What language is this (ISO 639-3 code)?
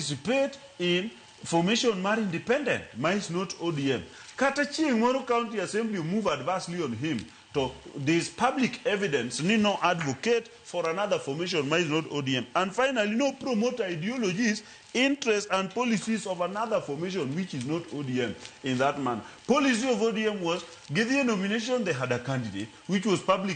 luo